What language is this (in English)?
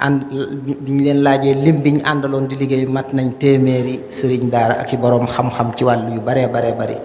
Wolof